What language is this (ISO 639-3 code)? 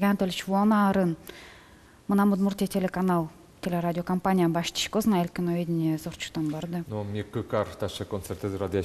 udm